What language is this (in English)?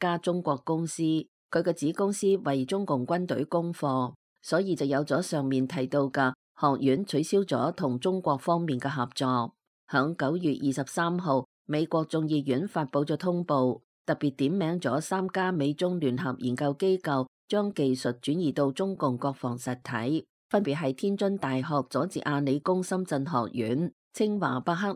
Cantonese